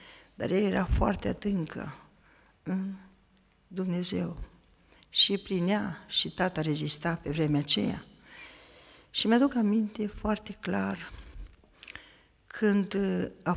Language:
Romanian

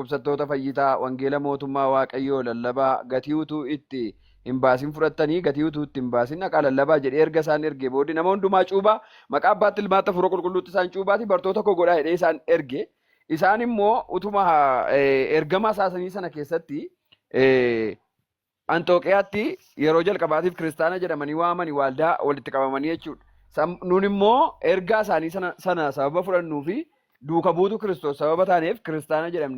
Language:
Oromo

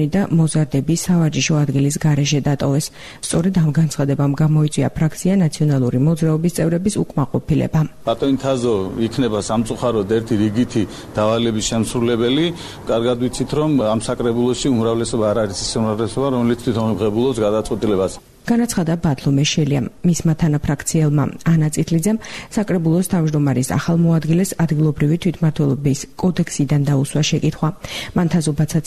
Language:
Georgian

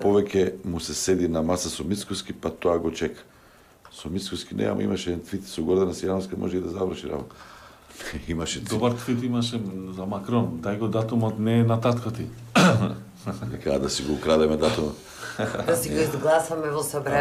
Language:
Macedonian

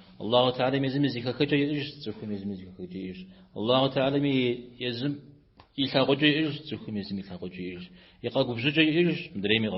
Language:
Kabardian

